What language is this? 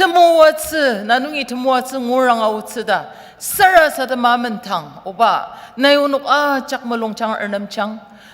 Ao Naga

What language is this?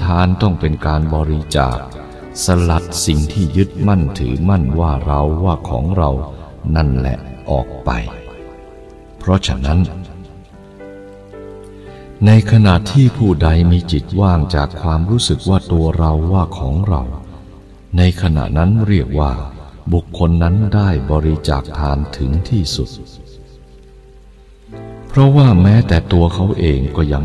Thai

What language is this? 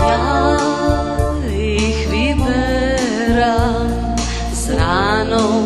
Rusyn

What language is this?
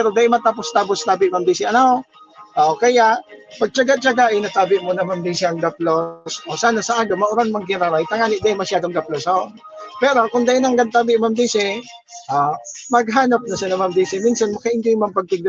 Bikol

